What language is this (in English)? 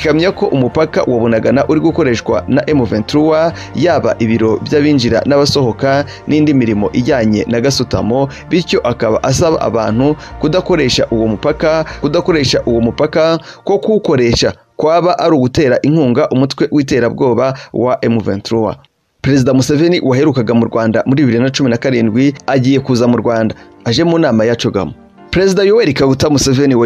Kinyarwanda